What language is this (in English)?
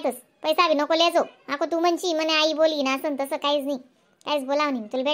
Khandesi